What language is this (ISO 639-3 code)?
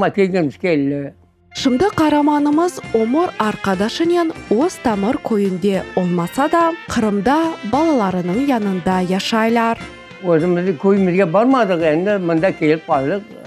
crh